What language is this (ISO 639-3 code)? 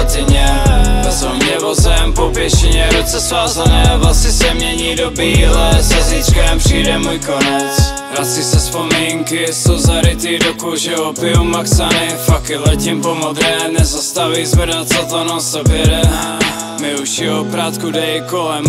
ces